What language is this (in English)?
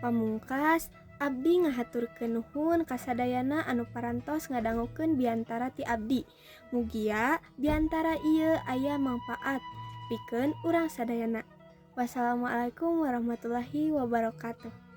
Sundanese